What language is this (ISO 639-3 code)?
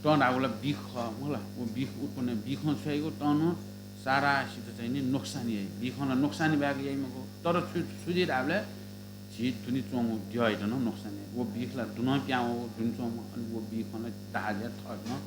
new